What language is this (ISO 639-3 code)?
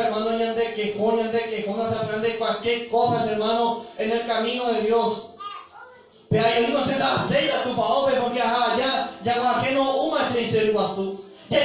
grn